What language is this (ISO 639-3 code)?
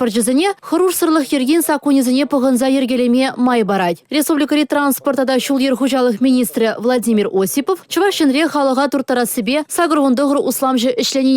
chv